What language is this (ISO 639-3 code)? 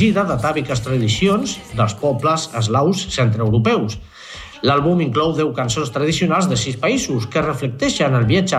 cat